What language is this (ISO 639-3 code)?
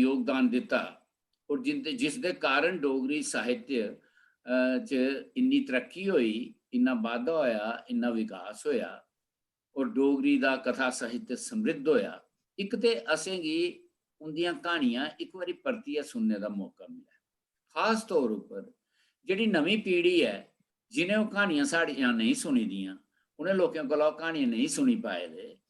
doi